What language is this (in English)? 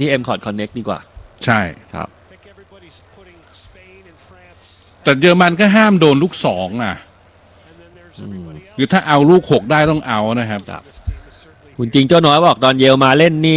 Thai